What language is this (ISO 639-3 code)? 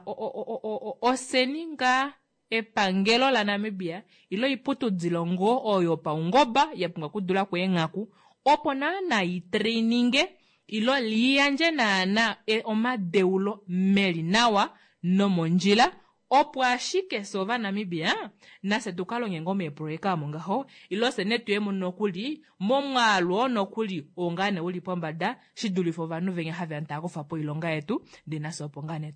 kua